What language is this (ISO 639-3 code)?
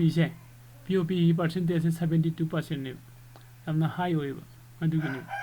mni